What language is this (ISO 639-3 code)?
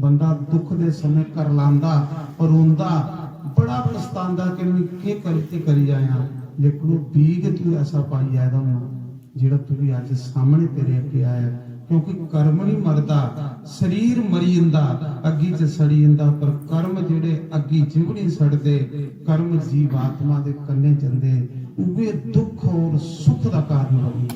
doi